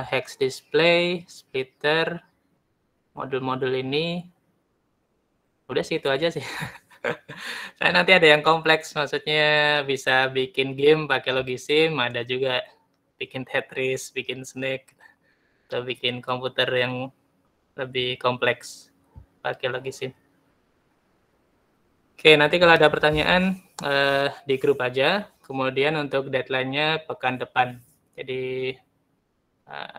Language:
Indonesian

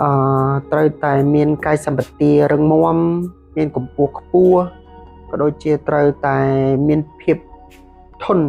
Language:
Khmer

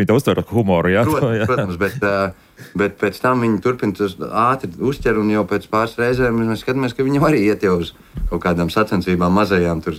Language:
Latvian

